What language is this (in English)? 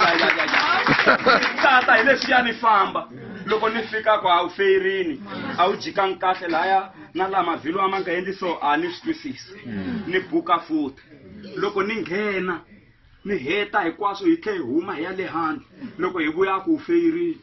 Tsonga